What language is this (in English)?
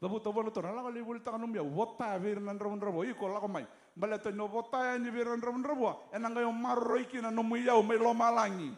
Fijian